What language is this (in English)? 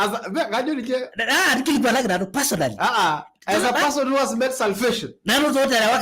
Masai